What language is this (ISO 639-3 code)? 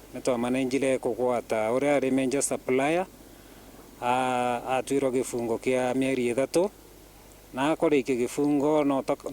mer